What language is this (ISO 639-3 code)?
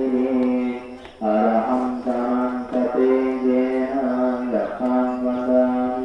pli